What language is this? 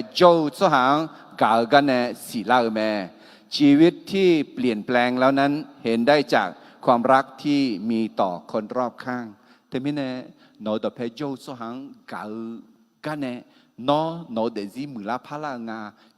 Akha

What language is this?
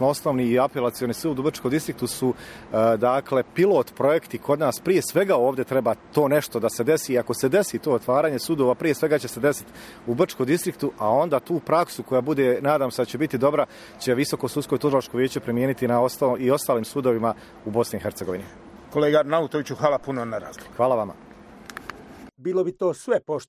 Bosnian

